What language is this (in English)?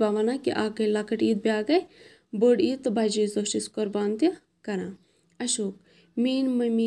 Kashmiri